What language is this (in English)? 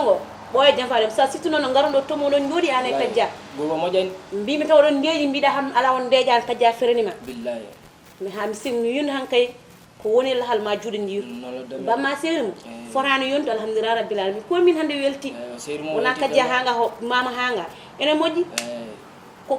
Fula